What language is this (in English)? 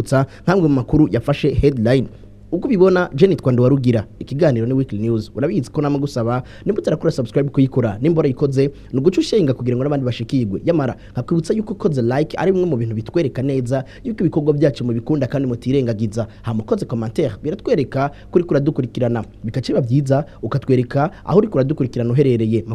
Rundi